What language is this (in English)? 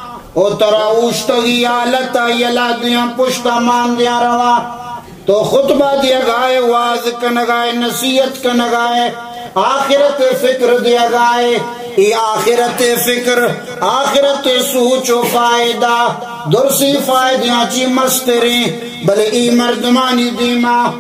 Baluchi